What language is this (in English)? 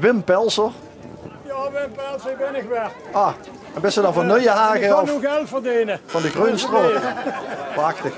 Limburgish